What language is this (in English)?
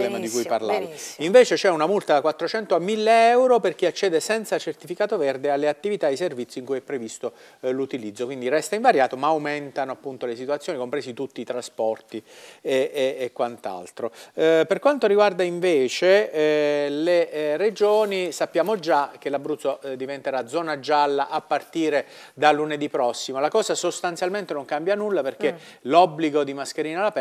Italian